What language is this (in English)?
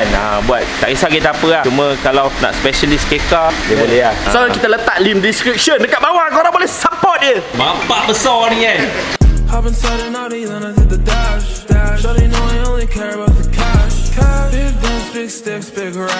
Malay